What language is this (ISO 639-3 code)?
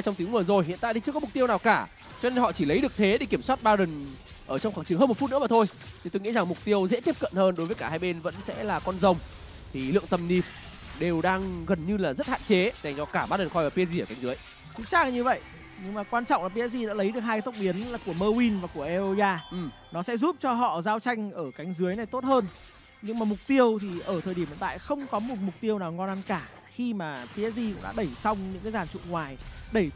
vie